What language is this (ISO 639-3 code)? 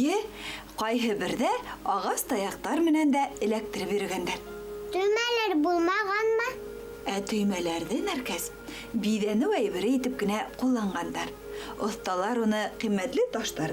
bak